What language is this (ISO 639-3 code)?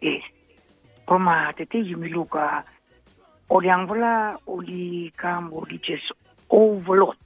bis